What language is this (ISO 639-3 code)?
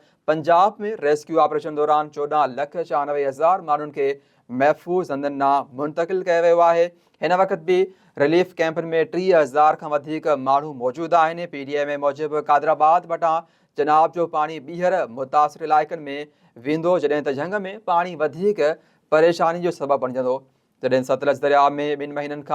snd